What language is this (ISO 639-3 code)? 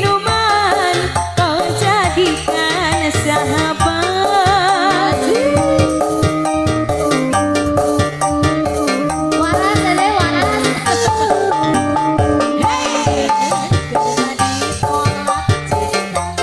ind